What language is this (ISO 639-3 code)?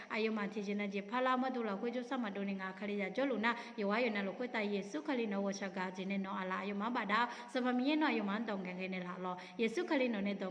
ahk